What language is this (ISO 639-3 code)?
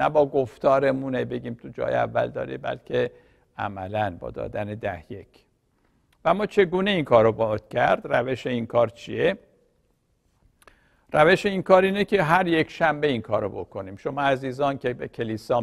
fas